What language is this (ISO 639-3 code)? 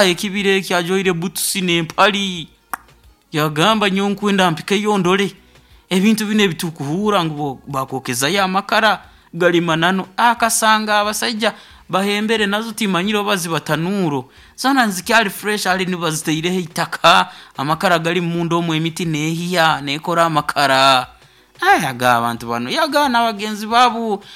nyo